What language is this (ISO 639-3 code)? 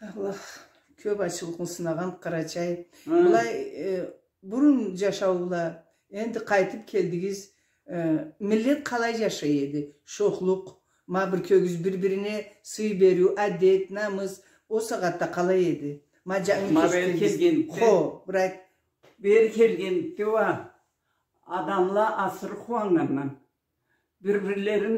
krc